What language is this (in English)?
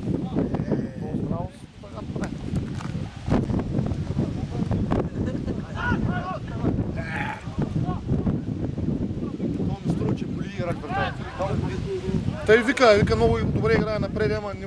Bulgarian